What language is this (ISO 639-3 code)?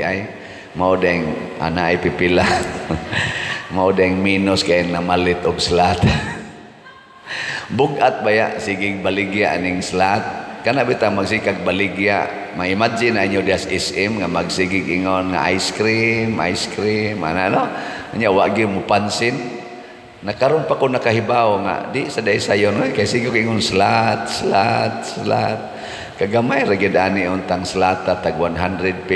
ceb